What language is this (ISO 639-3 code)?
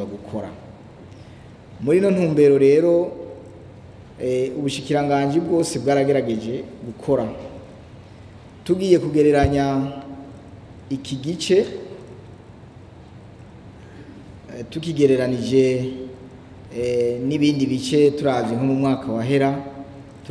run